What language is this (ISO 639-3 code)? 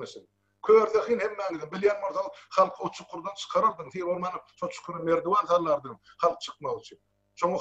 tuk